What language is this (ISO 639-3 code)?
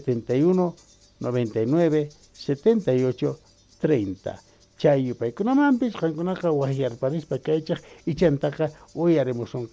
que